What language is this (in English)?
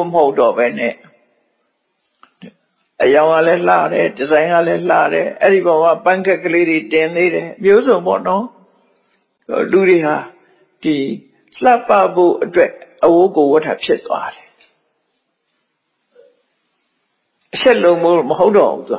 Burmese